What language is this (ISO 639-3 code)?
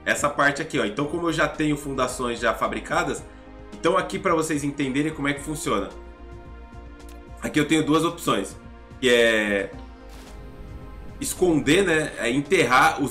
por